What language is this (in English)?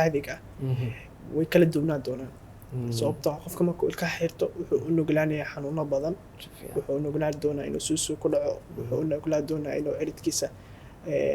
Somali